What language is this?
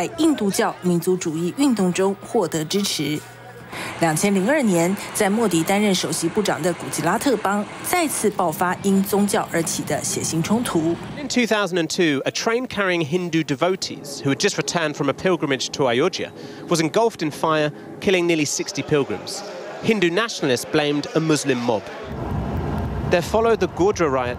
Chinese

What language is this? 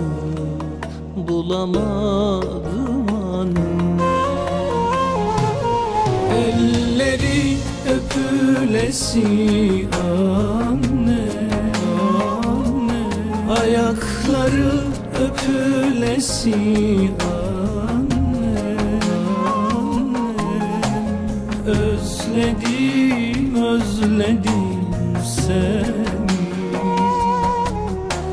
Turkish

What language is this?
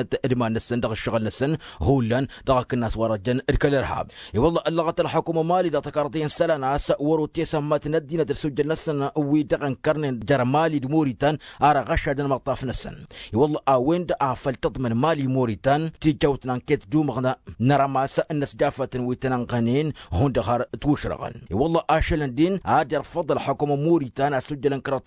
Tamasheq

